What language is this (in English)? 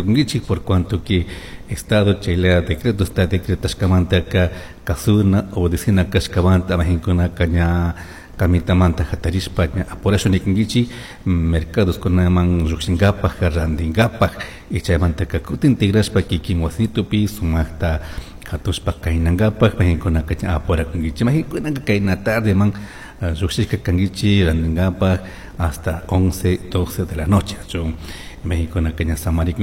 Chimborazo Highland Quichua